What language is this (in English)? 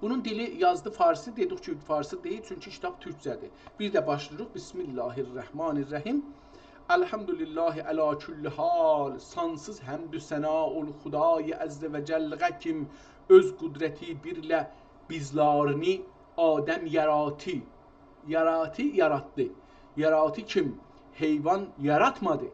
South Azerbaijani